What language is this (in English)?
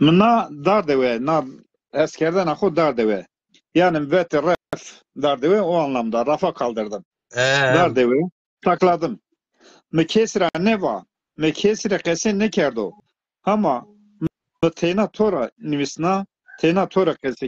Zaza